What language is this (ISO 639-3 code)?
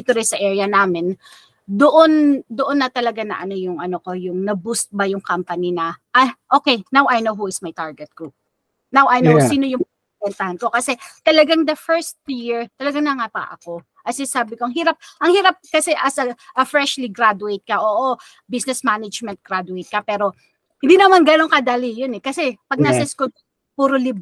fil